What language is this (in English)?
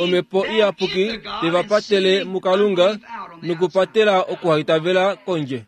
Kuanyama